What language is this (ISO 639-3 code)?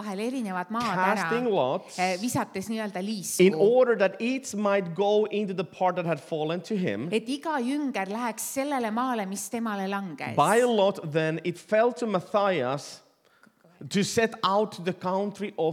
est